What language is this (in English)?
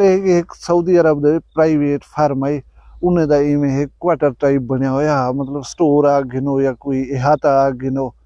Saraiki